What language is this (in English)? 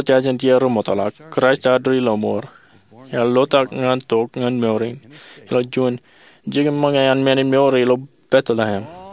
Marshallese